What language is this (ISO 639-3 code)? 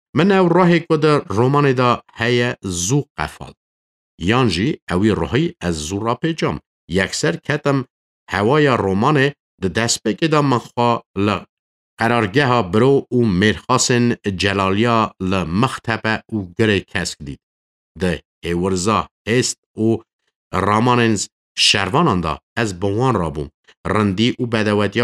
kur